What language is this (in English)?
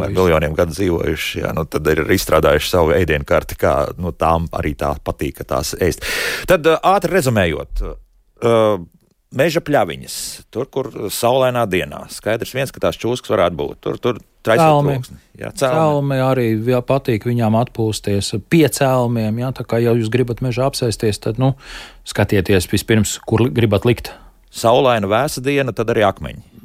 Latvian